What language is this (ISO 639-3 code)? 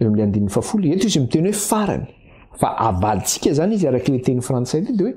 mlg